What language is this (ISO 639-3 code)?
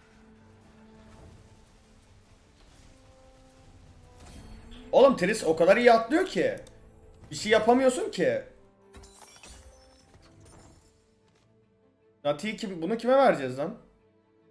tur